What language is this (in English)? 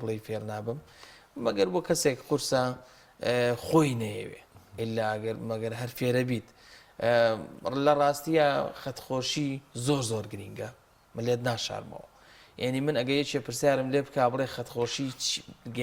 Central Kurdish